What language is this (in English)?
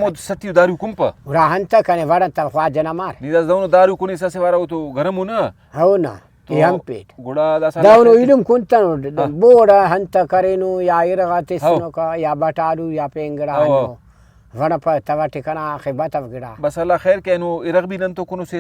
Brahui